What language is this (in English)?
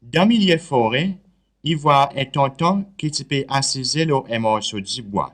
Seselwa Creole French